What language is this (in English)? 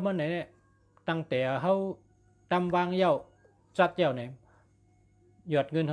Shan